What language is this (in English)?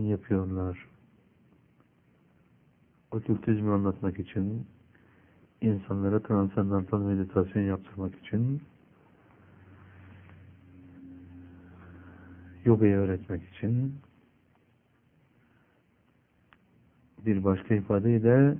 Turkish